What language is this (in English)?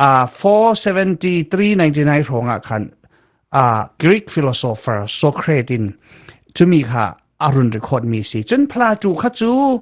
Falam Chin